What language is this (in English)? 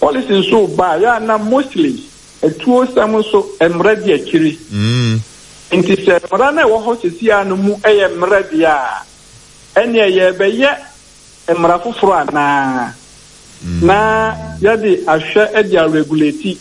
Akan